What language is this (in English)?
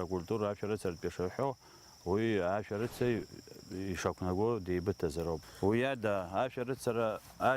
Abkhazian